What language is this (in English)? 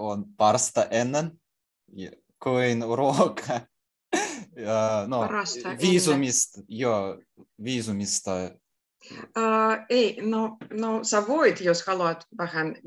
Finnish